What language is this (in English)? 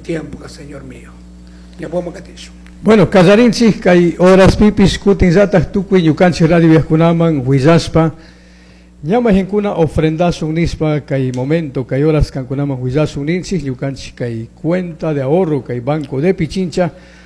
Chimborazo Highland Quichua